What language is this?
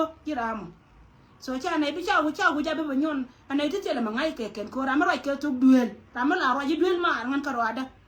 Nuer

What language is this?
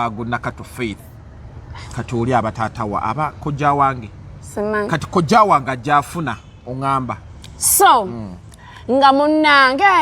Ganda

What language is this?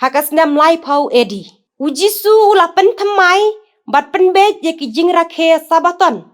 Khasi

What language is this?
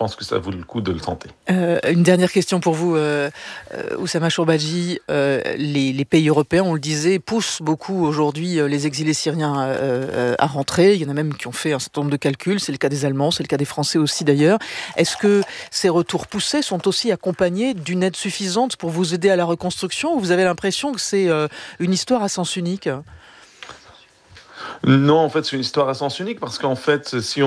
French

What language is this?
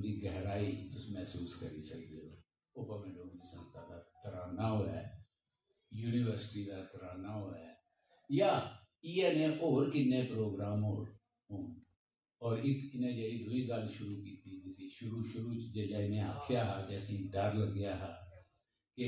Dogri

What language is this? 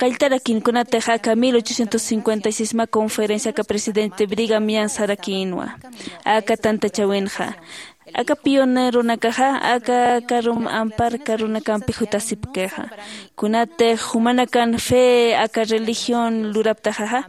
Aymara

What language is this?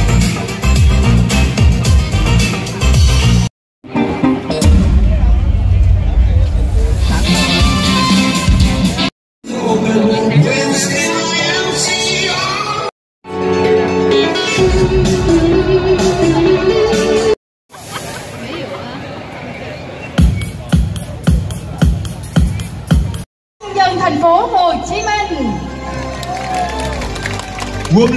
Vietnamese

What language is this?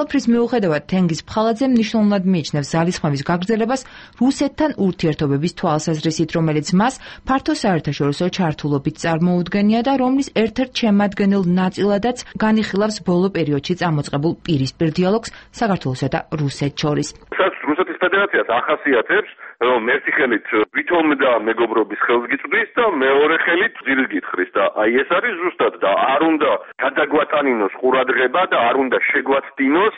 Georgian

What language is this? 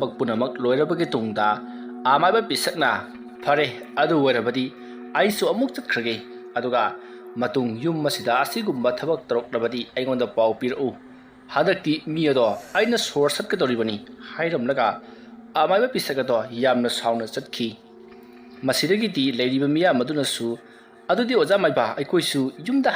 Manipuri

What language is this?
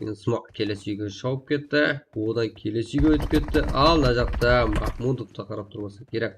Kara-Kalpak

